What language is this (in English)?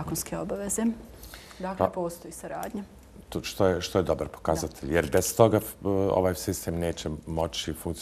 Bosnian